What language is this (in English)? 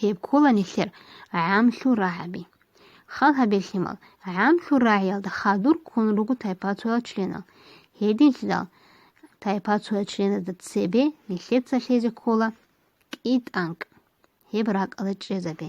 Avaric